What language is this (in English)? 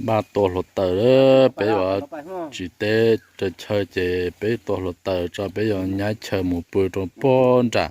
Hmong